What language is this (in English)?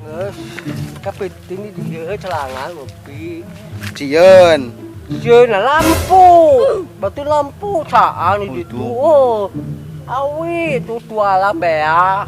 Sundanese